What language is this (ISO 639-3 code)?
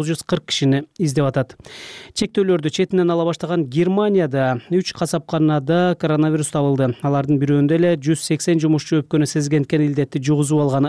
kir